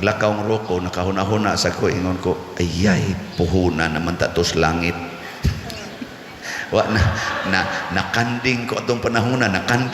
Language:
Cebuano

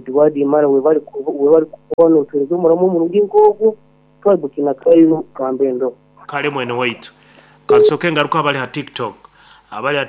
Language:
Nyankole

